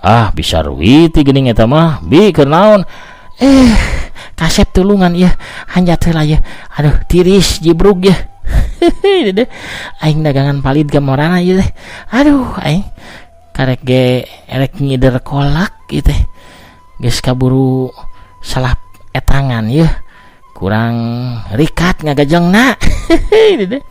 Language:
Sundanese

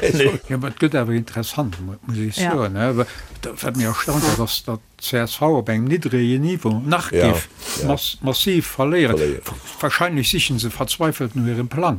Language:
Luxembourgish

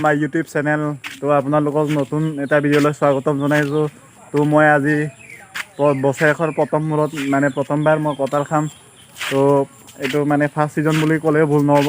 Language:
Assamese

